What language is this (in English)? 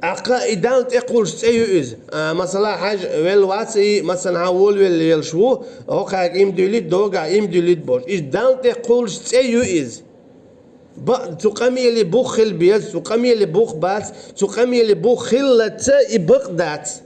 Chechen